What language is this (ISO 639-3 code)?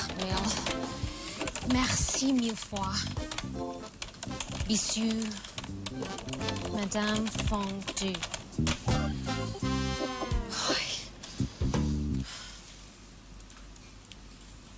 tha